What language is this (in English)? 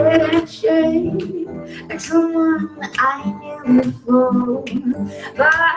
Morisyen